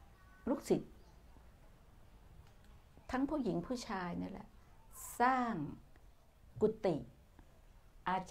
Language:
Thai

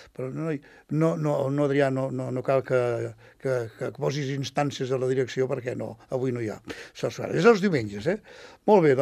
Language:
Catalan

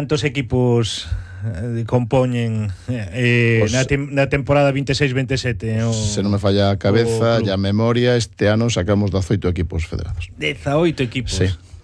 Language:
Galician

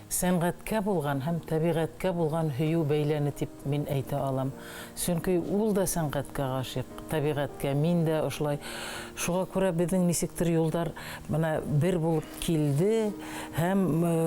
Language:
Bashkir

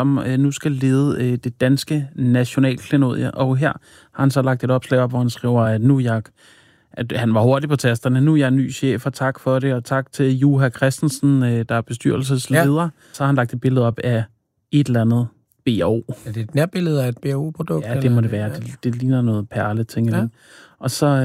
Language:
Danish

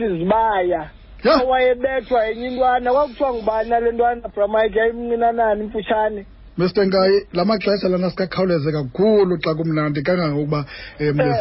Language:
Xhosa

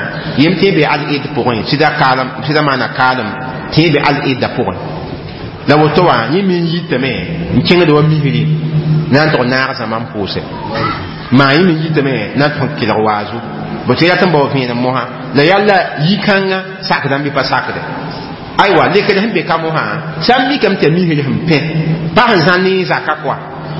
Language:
Mossi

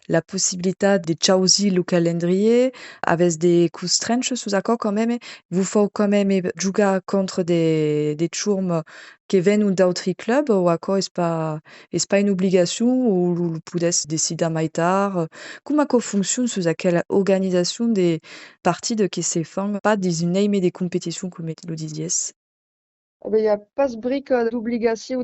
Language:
Occitan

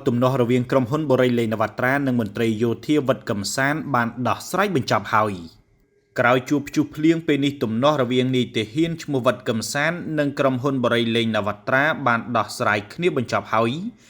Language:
Khmer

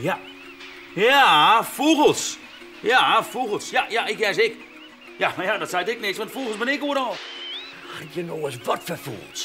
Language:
Western Frisian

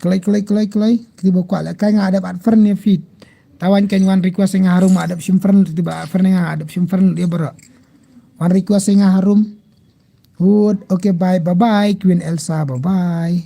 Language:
Khasi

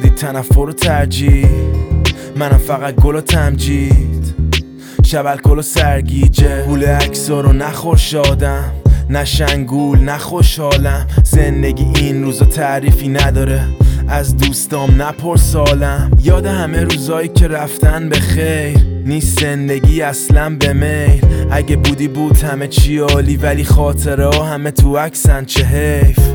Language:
Persian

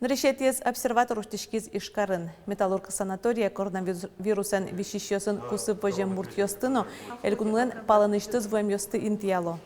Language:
Udmurt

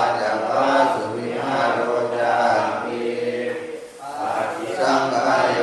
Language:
Pali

